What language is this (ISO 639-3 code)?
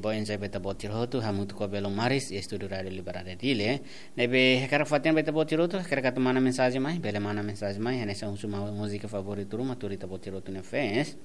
tet